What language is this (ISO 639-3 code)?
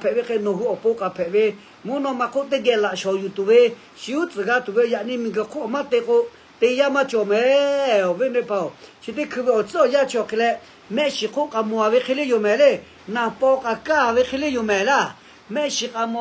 lhu